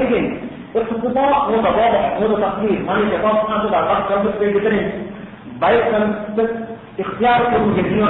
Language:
Divehi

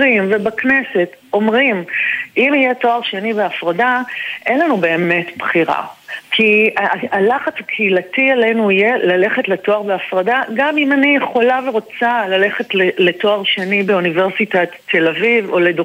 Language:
Hebrew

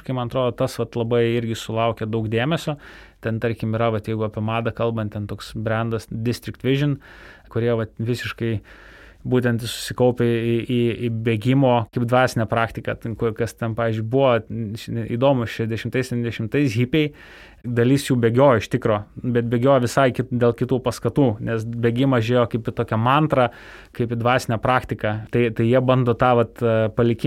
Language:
Lithuanian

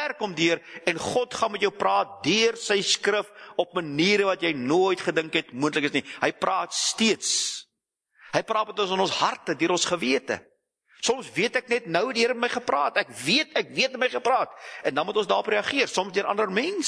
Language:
Afrikaans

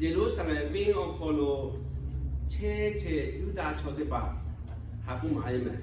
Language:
Lahu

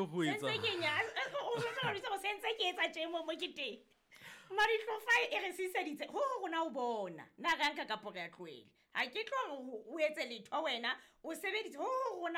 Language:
Southern Sotho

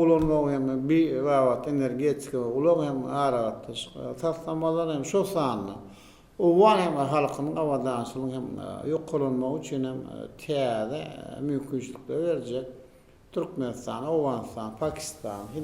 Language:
Turkmen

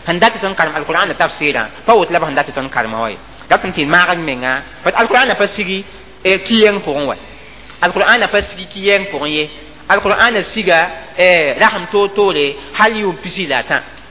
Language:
Mossi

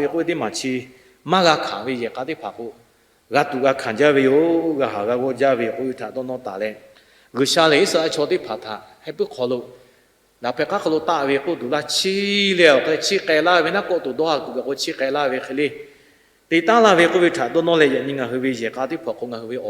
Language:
Lahu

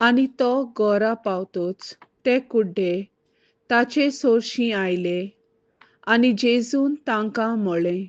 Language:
Konkani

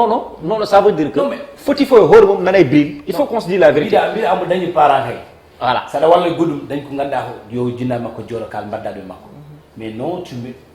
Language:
Fula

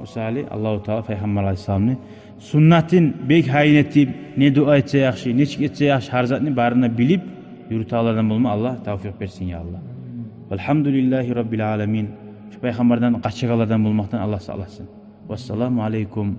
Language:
Kumyk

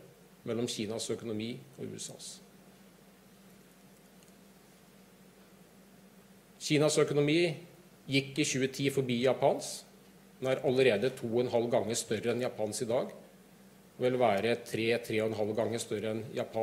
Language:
Norwegian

